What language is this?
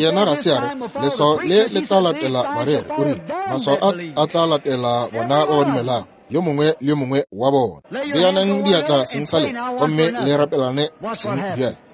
Northern Sotho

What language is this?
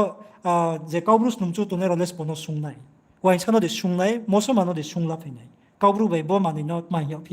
Riang (India)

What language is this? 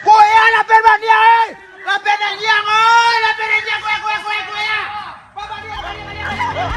Minangkabau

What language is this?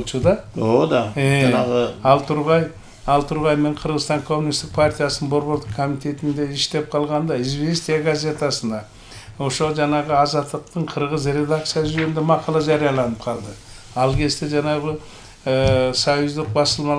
Kyrgyz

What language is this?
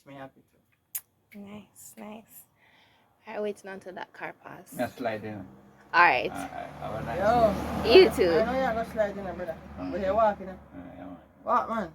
Jamaican Creole English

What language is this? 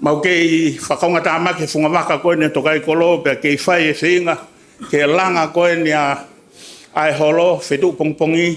Tongan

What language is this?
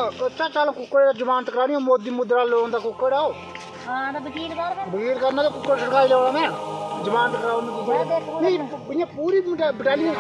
Dogri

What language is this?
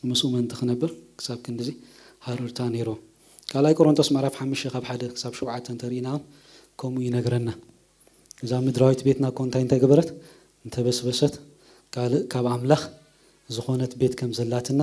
Tigrinya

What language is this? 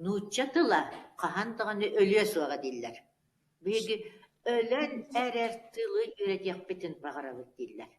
Yakut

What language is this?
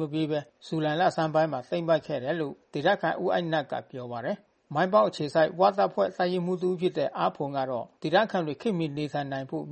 Burmese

